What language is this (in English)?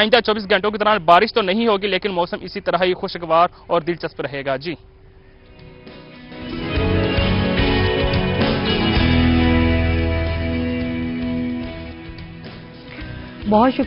Urdu